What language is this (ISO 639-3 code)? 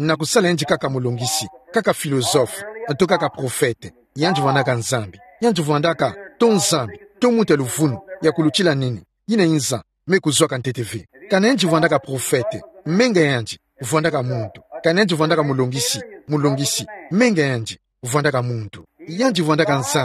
ktu